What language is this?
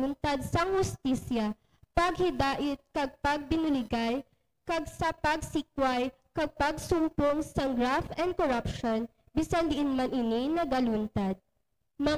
Hiligaynon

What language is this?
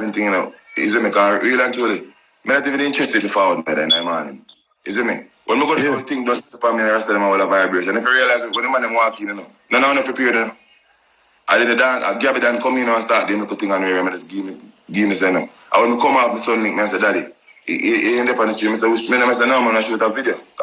Jamaican Creole English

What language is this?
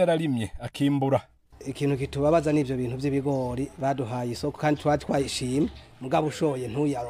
Rundi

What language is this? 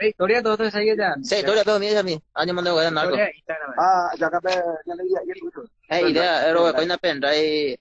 Guarani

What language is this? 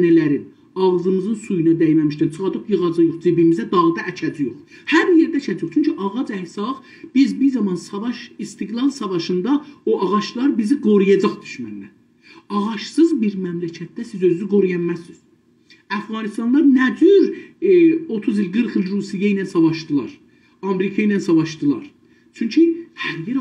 South Azerbaijani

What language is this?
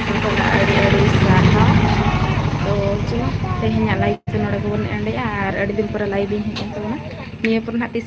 Santali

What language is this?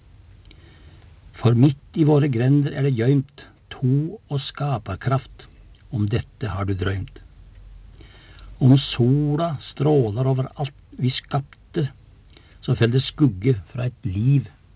Norwegian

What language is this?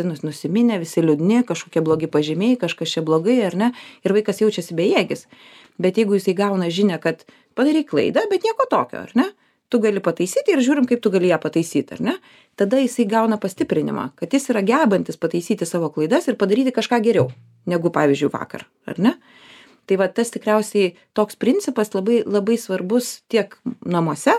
Lithuanian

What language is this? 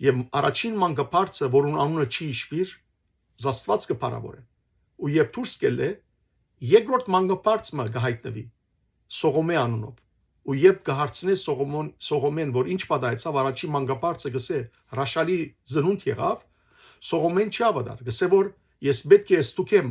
Western Armenian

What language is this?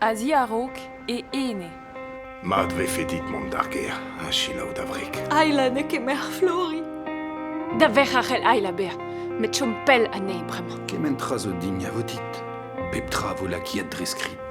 Breton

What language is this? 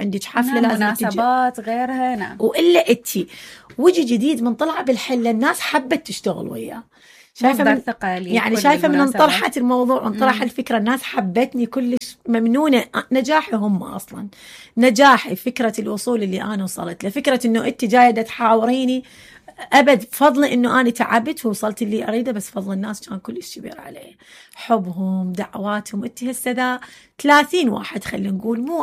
Mesopotamian Arabic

